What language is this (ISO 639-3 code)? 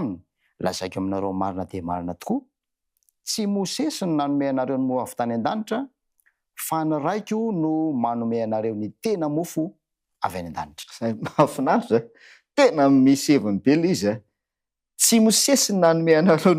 mlg